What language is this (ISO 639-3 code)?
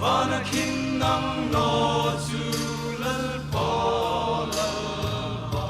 hmr